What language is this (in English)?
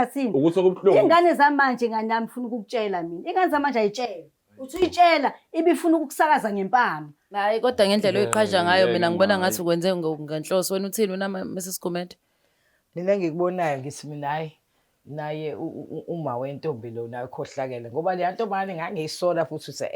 Zulu